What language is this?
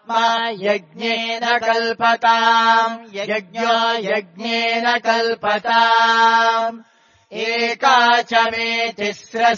Sanskrit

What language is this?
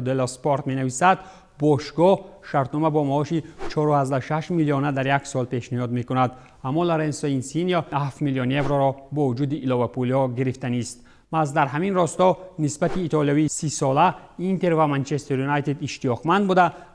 Tajik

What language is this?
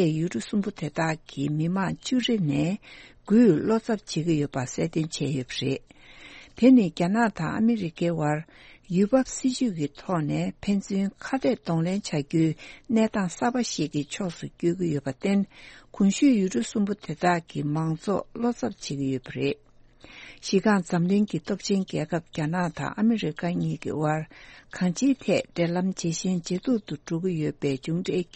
Tibetan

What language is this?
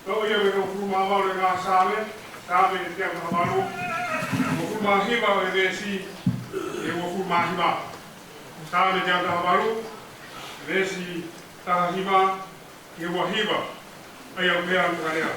Tongan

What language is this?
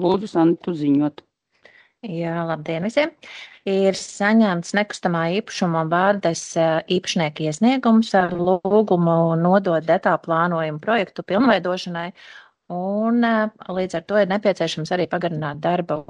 Latvian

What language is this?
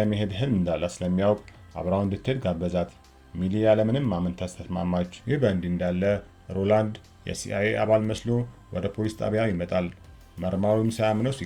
Amharic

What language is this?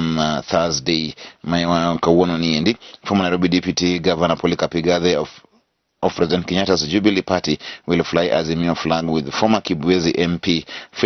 Luo (Kenya and Tanzania)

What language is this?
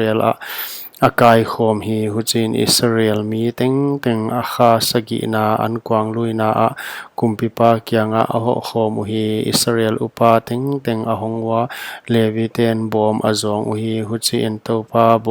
Paite Chin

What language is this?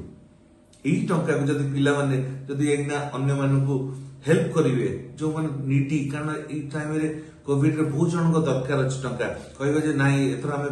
Odia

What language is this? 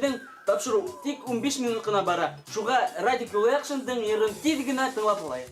Bashkir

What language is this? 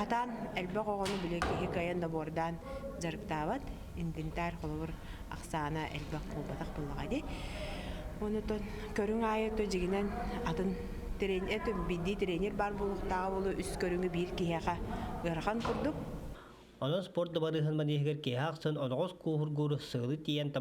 Yakut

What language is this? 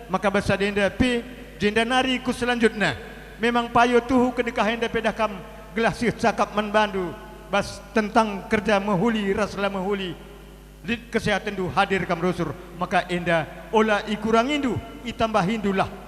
Batak Karo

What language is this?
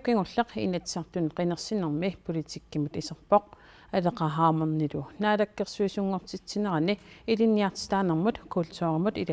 Kalaallisut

